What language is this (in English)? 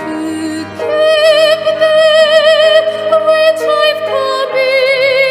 South Bolivian Quechua